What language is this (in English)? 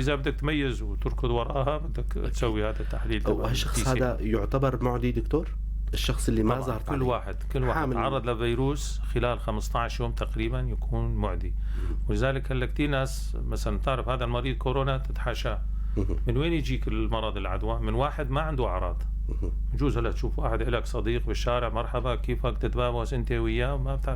North Levantine Arabic